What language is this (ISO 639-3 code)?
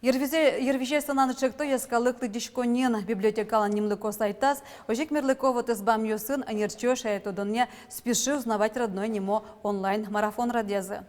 udm